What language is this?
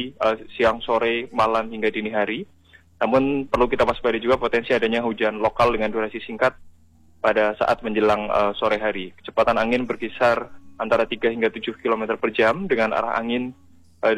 Indonesian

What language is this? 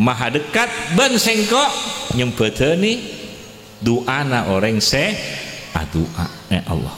Madurese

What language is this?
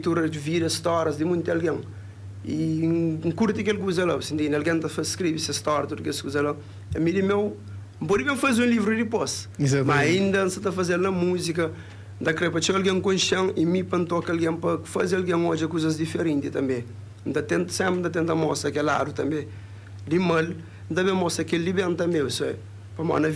Kabuverdianu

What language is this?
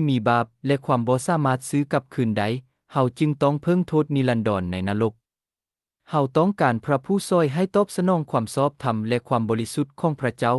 Lao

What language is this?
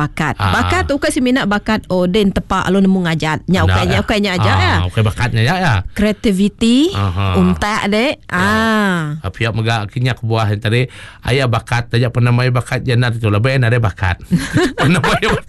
Iban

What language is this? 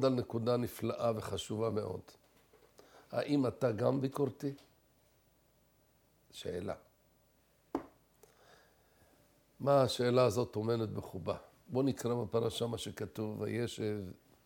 Hebrew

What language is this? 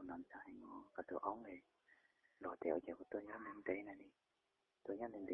Hmong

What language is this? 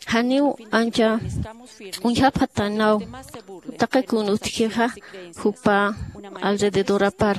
Aymara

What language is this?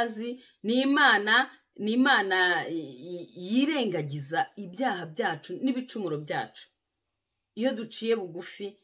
Kinyarwanda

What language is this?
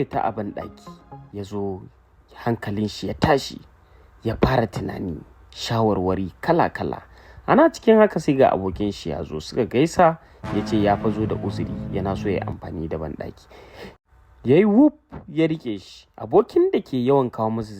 Hausa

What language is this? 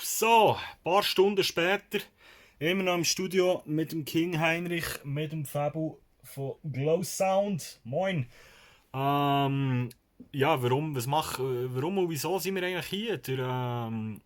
Swiss German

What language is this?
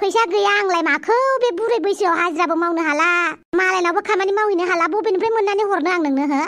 Bodo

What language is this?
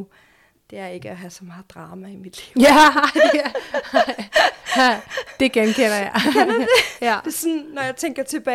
Danish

